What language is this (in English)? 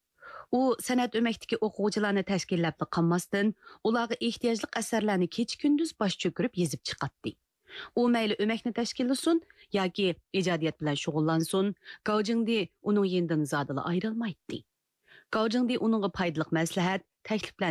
Uyghur